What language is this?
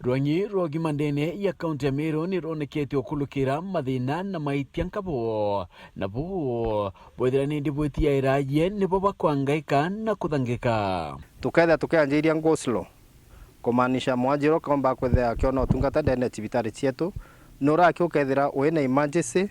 Meru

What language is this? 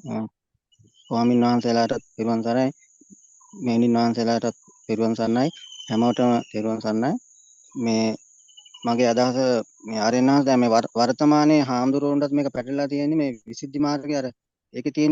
Sinhala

